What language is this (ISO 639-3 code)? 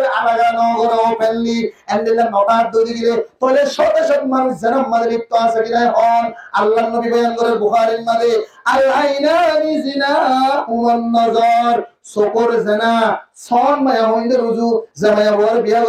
rhg